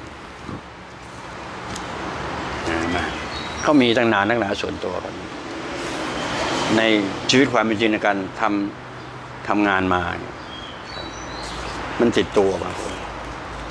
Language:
Thai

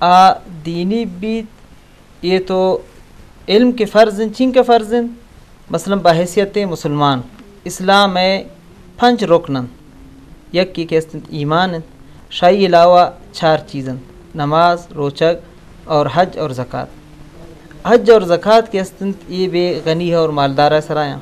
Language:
Eastern Balochi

